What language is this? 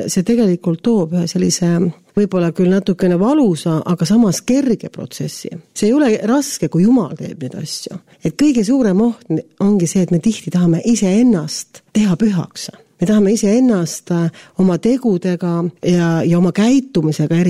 Estonian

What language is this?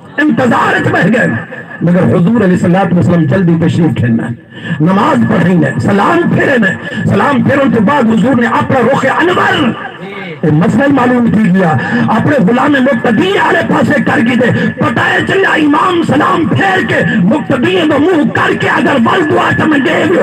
Saraiki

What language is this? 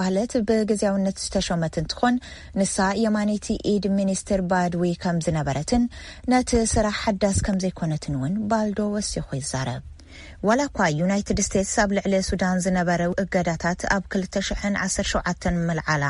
Tigrinya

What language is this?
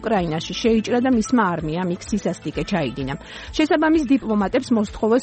Georgian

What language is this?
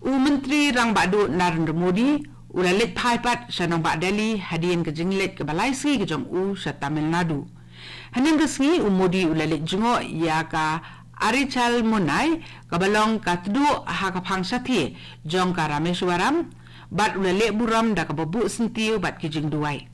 Khasi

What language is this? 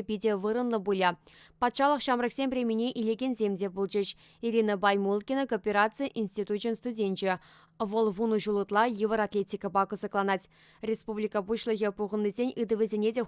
Chuvash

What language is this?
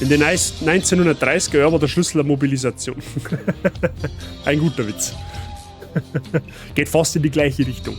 Bavarian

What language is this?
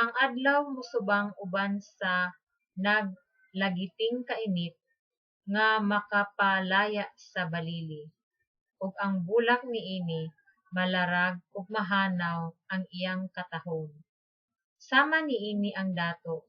Cebuano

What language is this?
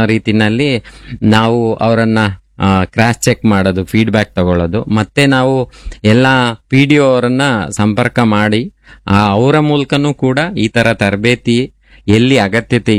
Kannada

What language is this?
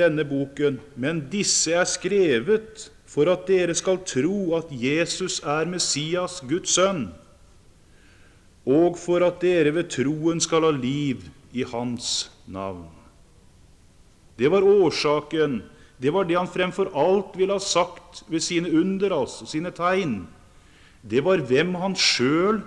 Norwegian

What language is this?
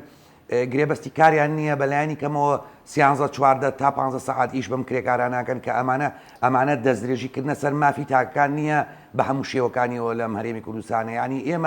Central Kurdish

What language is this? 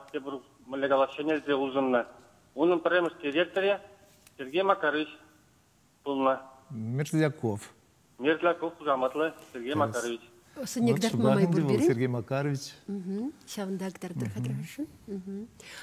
Chuvash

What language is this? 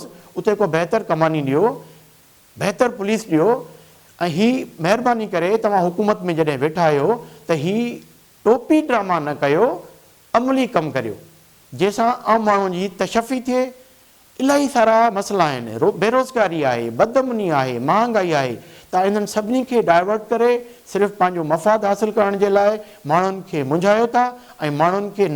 Sindhi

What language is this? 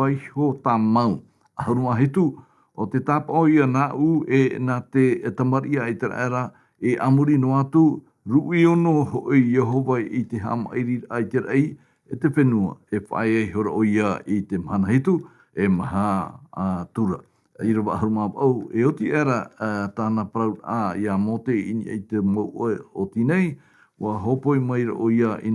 Tahitian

